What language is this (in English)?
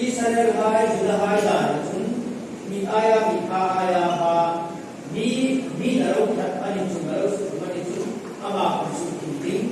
Hmar